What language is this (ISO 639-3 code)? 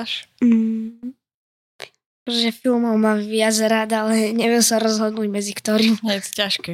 slk